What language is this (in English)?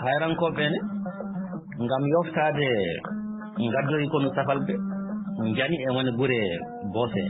Fula